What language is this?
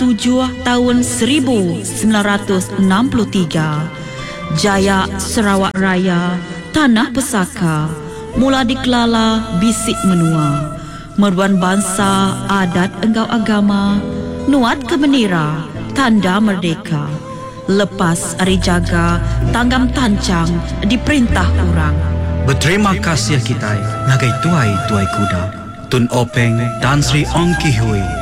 Iban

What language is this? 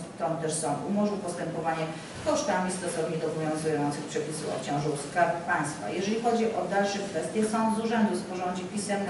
Polish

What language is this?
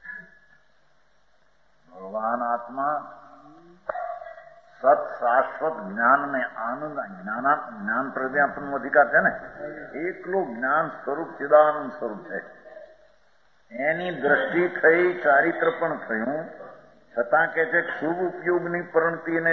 Gujarati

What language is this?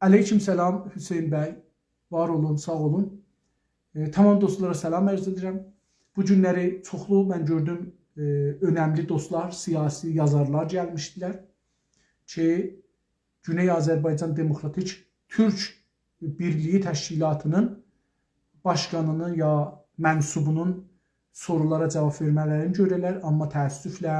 South Azerbaijani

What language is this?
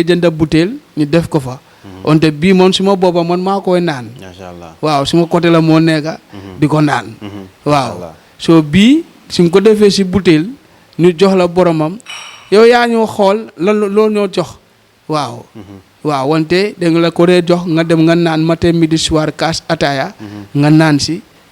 Wolof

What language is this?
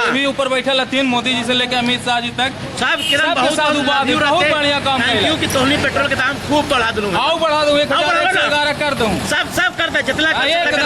Magahi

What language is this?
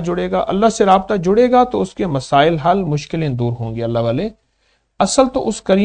Urdu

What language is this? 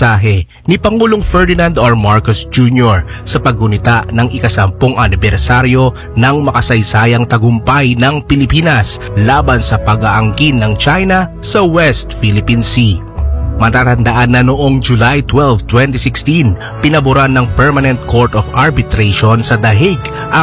Filipino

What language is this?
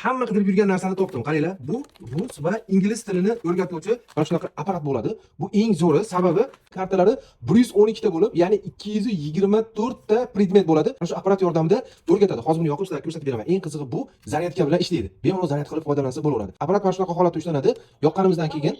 Uzbek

